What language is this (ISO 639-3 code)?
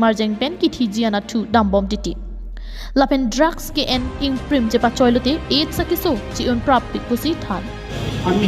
mjw